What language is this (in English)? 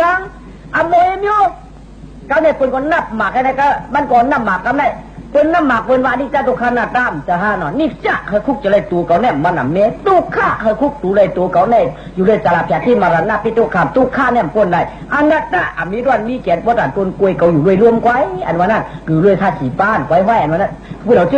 Shan